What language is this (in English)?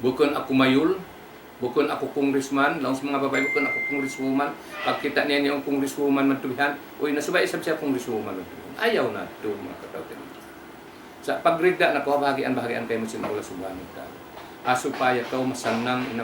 Tausug